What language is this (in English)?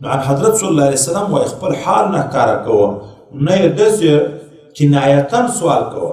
Pashto